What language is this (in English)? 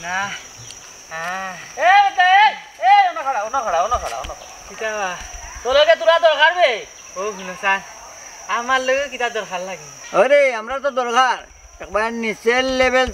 Sylheti